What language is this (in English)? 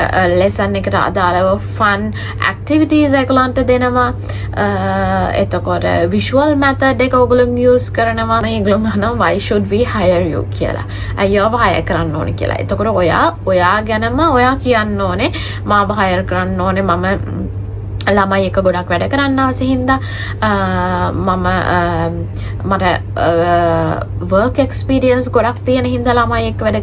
Sinhala